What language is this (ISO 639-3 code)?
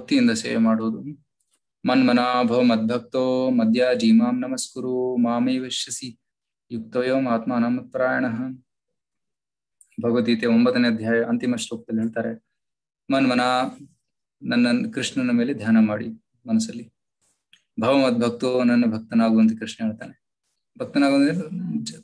kan